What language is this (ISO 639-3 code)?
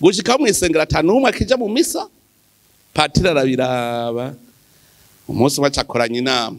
run